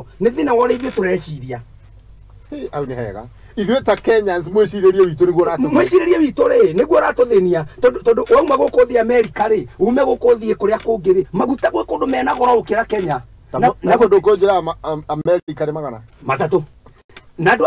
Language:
Kikuyu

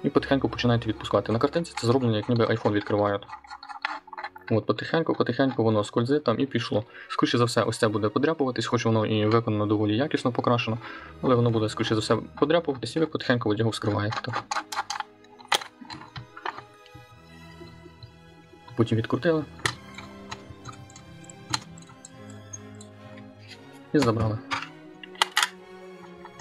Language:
Ukrainian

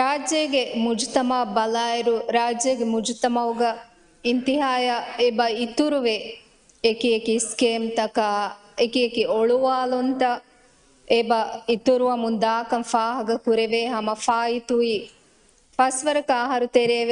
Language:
Divehi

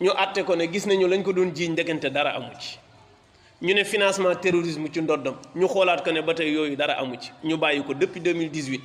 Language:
Wolof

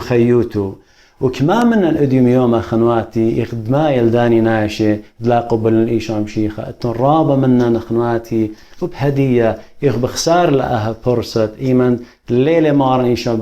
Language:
Assyrian Neo-Aramaic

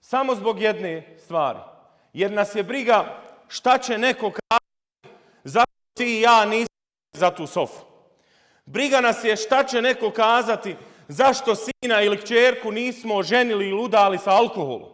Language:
Bosnian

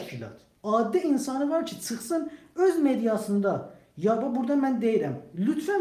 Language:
South Azerbaijani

